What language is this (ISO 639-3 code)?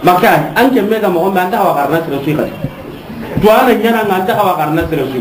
snk